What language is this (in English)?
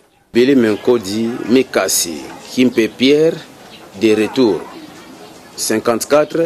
Lingala